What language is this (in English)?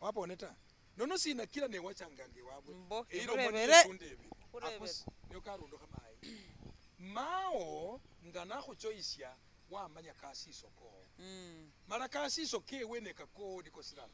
Masaaba